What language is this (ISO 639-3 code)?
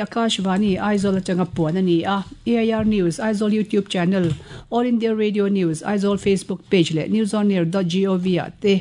lus